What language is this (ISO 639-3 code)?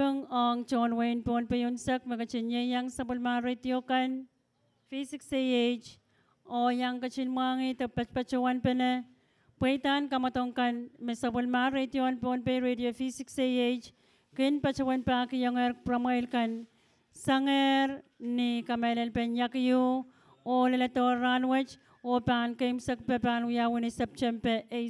pon